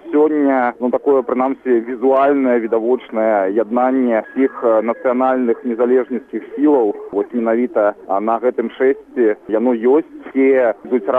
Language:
Belarusian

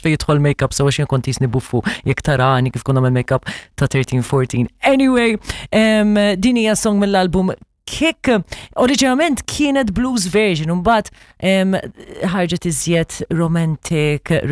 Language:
Maltese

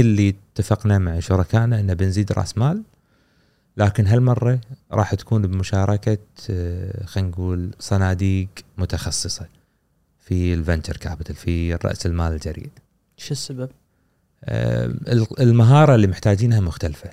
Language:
Gulf Arabic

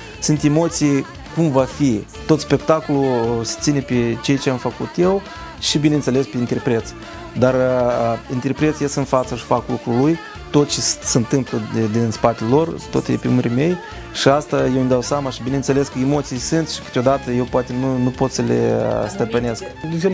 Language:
Romanian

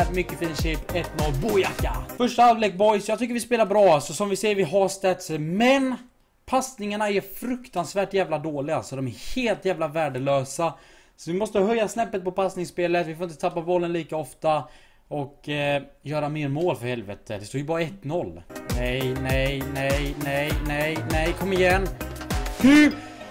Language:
Swedish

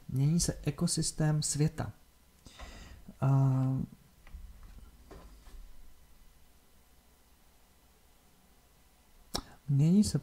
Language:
Czech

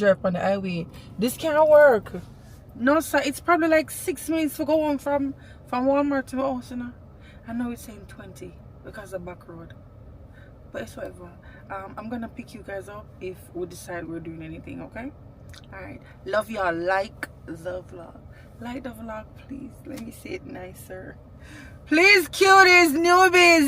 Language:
Jamaican Creole English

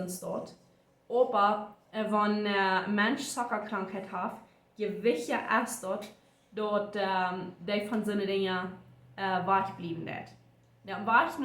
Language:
Plautdietsch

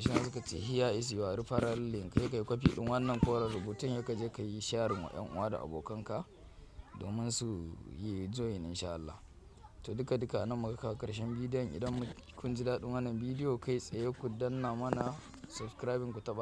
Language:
Hausa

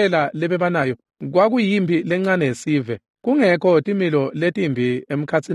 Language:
Swati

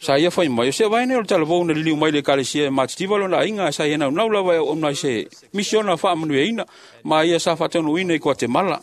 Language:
Samoan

